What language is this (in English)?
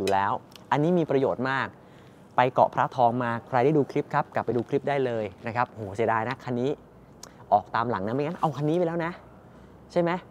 Thai